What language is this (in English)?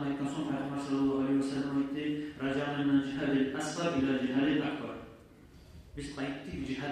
Kumyk